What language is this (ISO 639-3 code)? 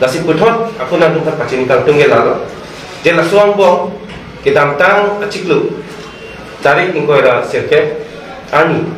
mjw